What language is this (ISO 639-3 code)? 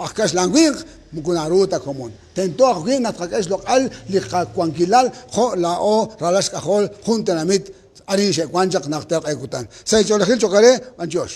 kek